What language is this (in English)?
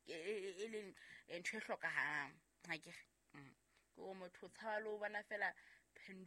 Southern Sotho